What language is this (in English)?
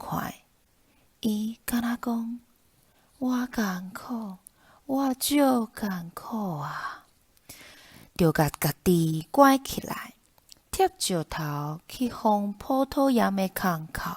Min Nan Chinese